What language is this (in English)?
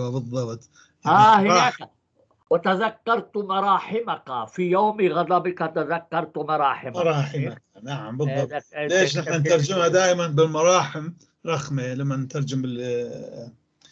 North Levantine Arabic